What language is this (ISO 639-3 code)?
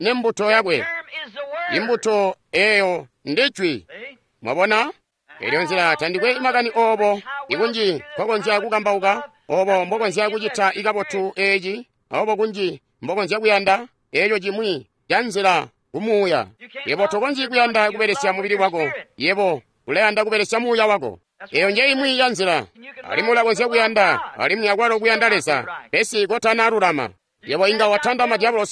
toi